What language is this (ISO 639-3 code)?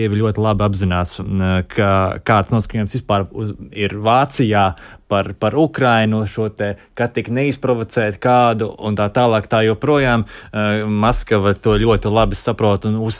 lav